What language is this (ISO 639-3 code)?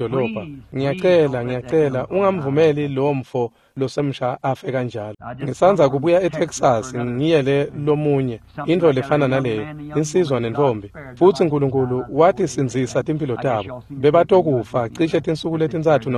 ssw